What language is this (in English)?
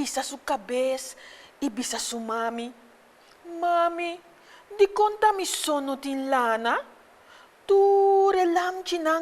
Papiamento